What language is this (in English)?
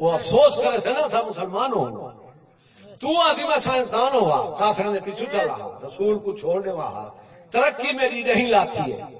Saraiki